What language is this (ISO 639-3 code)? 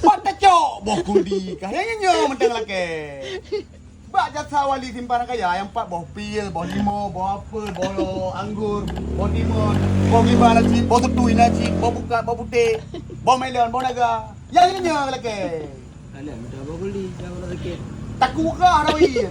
ace